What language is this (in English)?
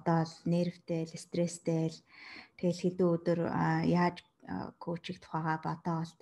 Mongolian